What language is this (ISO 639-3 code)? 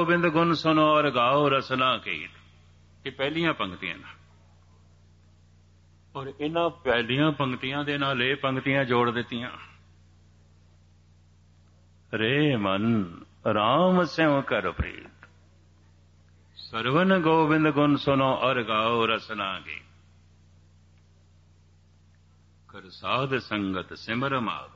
pan